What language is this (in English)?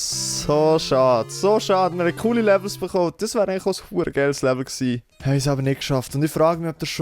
Swiss German